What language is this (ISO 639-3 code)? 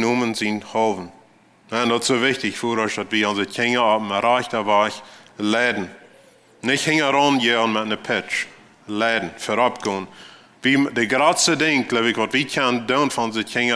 pdt